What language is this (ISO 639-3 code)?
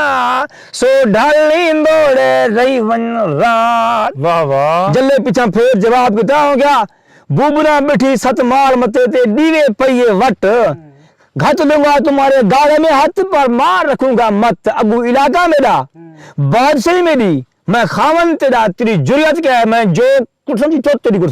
skr